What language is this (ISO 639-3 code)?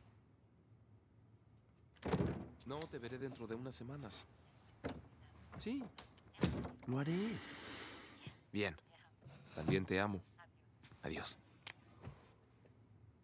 spa